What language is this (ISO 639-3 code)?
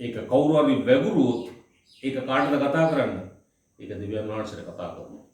sin